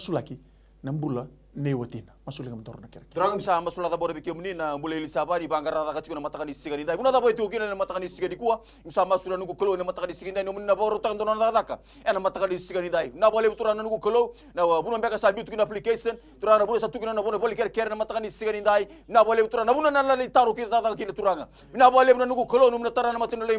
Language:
Fijian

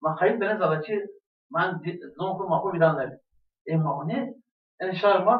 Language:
Zaza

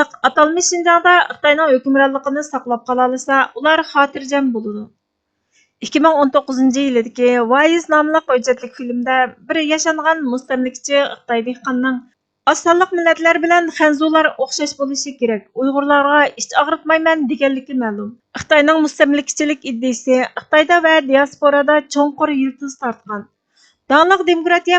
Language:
Uyghur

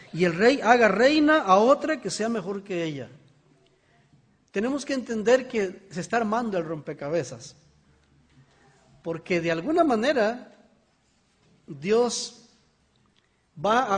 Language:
Spanish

